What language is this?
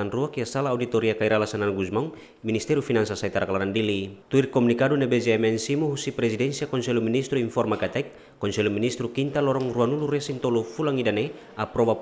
Tetum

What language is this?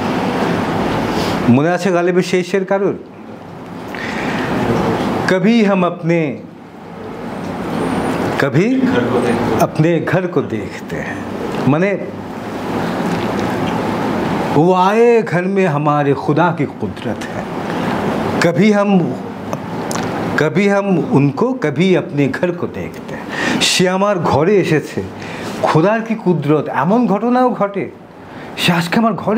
Bangla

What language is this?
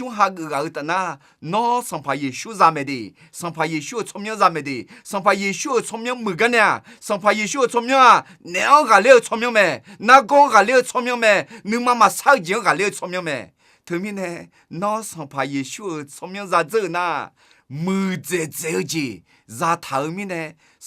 Akha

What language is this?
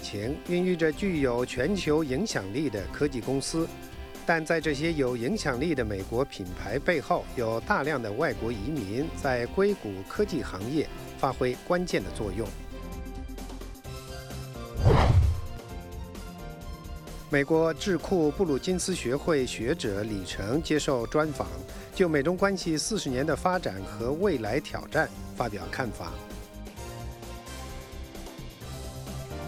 Chinese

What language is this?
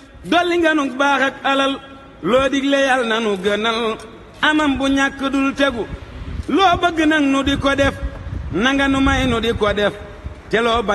Wolof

